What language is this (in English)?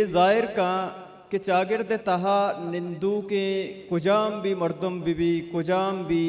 Baluchi